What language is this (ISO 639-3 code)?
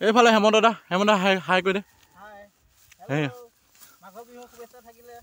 asm